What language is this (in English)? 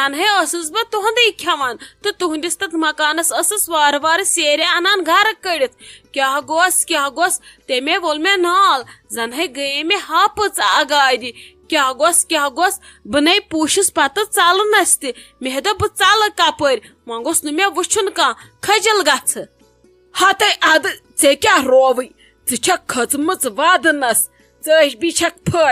Kashmiri